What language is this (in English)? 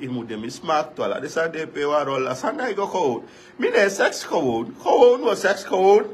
Sranan Tongo